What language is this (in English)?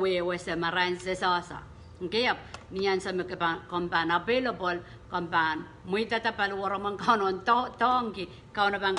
Pohnpeian